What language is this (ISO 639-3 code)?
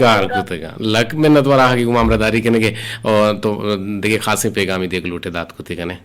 bgp